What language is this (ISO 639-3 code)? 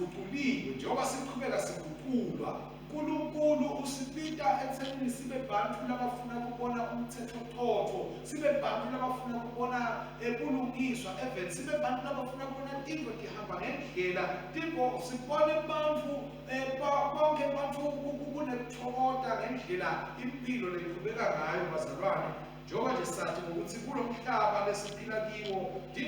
ssw